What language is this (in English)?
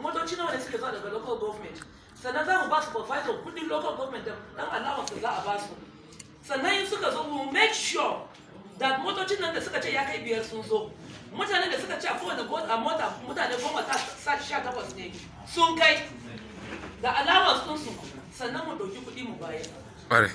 Hausa